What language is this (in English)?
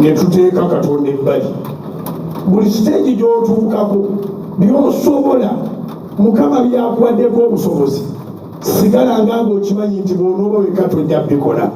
Ganda